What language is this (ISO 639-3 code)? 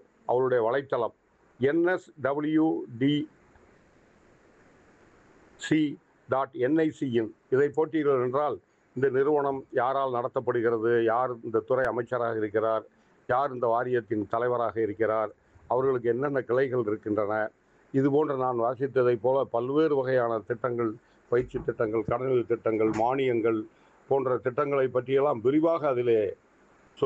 tam